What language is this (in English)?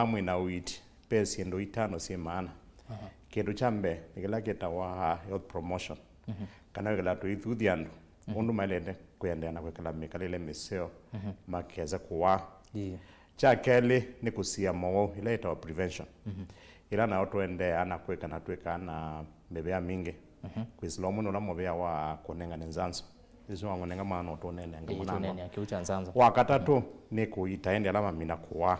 Kamba